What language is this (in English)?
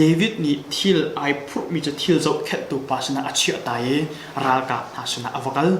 Hakha Chin